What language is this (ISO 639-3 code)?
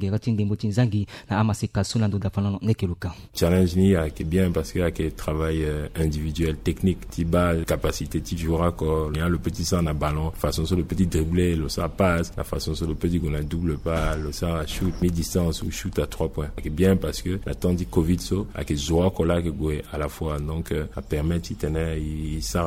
sag